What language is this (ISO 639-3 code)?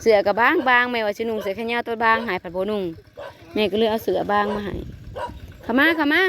tts